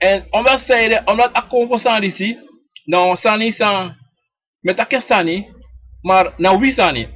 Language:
Sranan Tongo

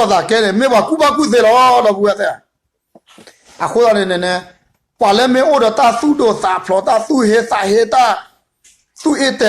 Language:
S'gaw Karen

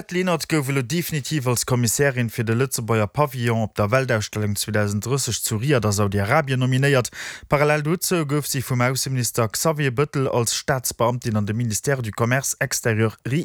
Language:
Luxembourgish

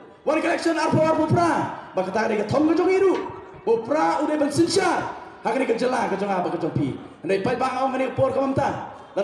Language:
Khasi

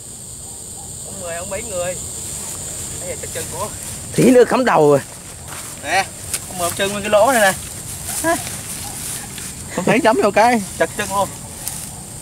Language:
Vietnamese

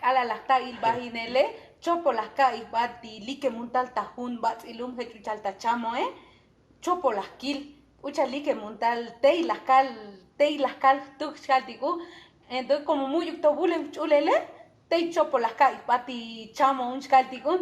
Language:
Tzotzil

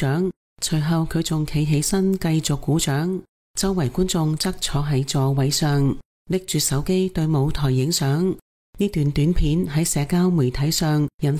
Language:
Cantonese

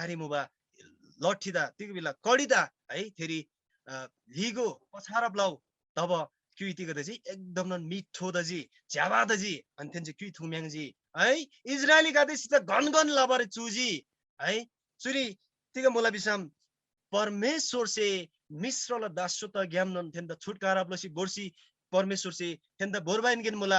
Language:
Eastern Tamang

